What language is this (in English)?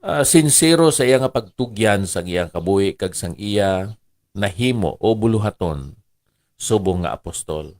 Hiligaynon